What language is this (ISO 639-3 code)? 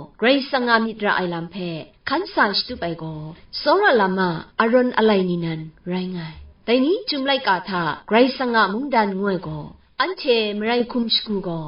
kac